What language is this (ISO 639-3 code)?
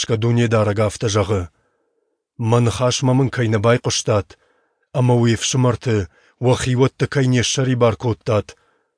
oss